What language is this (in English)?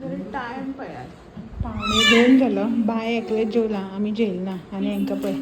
Konkani